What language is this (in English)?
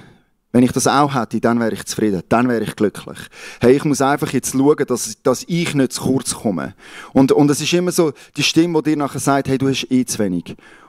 Swiss German